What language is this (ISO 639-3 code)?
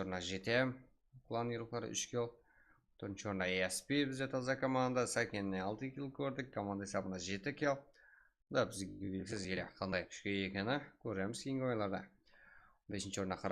kaa